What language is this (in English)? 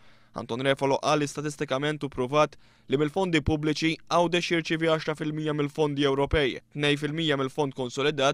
Maltese